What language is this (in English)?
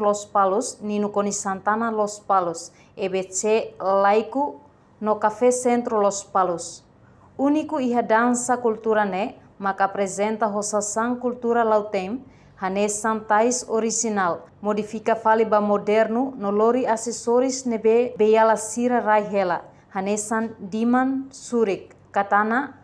Tetum